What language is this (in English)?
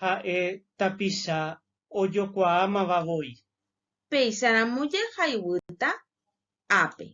Guarani